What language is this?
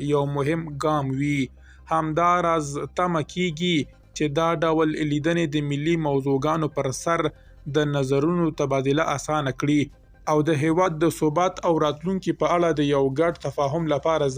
Pashto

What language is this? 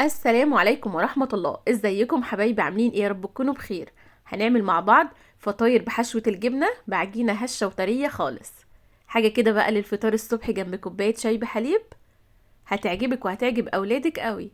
Egyptian Arabic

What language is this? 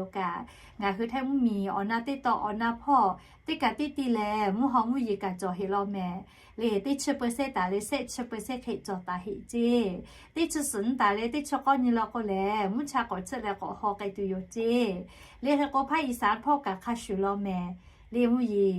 Lahu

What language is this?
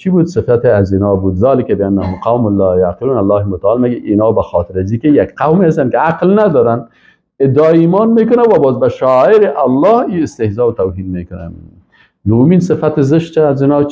Persian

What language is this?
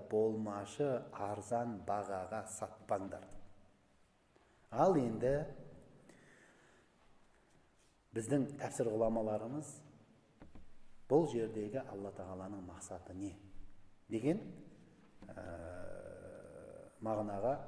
Kazakh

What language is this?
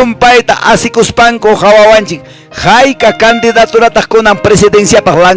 Quechua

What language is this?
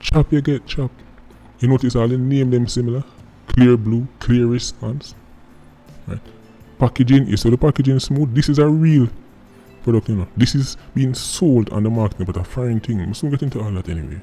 Jamaican Creole English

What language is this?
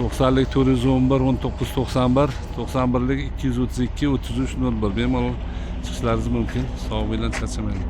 Uzbek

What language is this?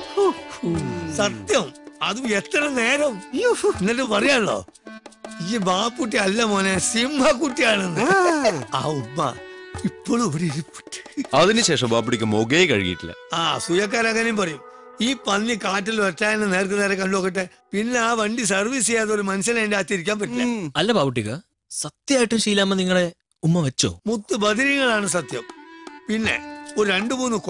Malayalam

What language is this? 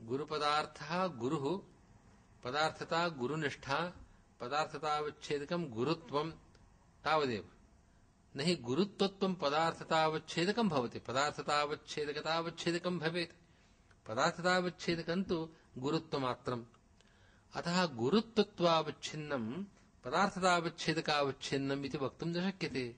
Sanskrit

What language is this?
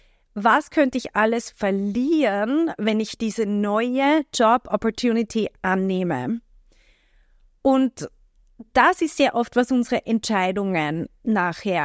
German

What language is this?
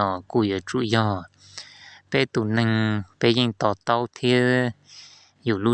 Hmong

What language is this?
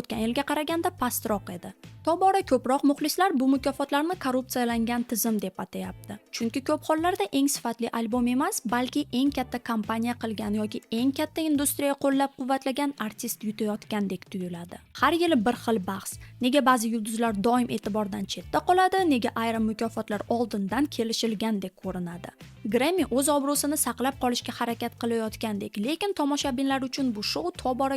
Uzbek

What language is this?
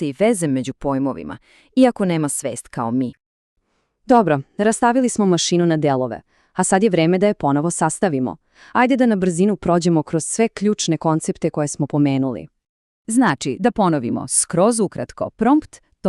Macedonian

